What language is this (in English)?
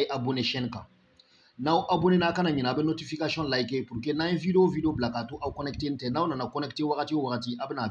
Bambara